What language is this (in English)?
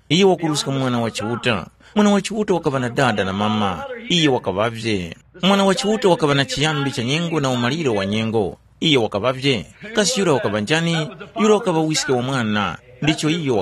Tumbuka